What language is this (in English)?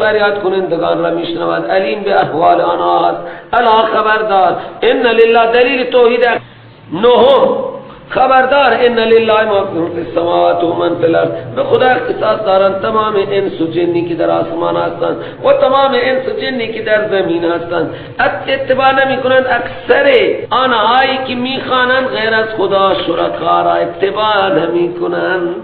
Persian